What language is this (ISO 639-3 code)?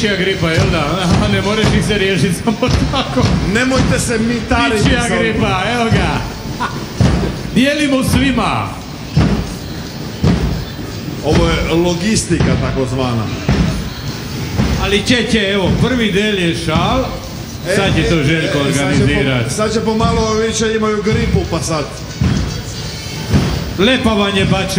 hrv